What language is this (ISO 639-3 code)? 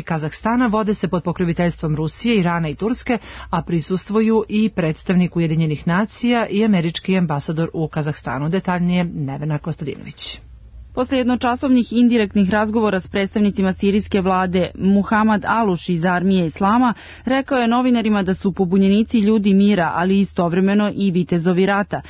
srp